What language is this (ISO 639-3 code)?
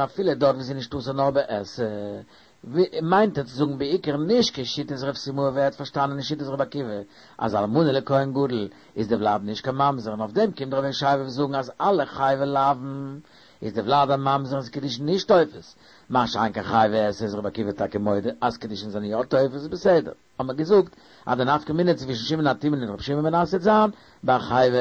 yid